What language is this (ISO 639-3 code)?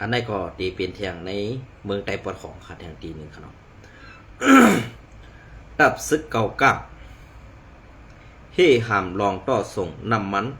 shn